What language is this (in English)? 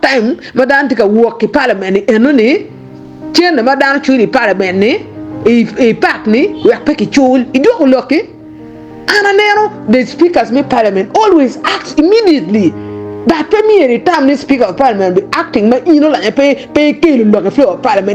Acoli